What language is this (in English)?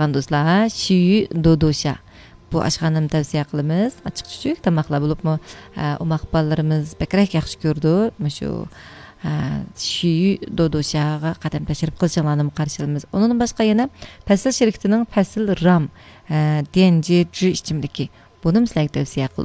Uyghur